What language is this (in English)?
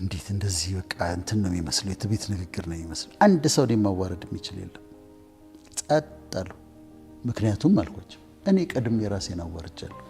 Amharic